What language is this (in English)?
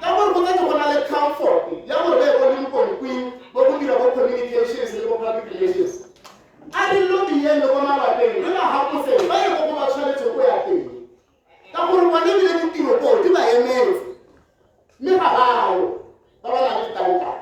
Tswana